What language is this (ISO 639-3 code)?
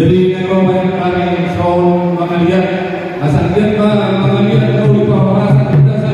bbc